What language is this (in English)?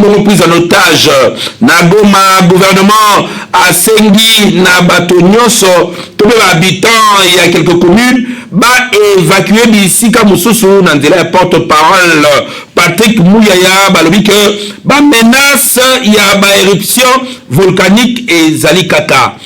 Lingala